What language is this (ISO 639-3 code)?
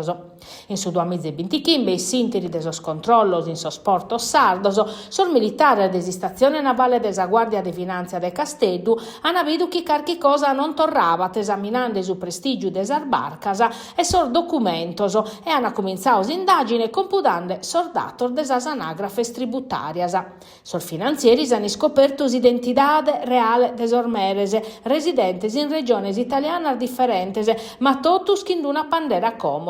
srd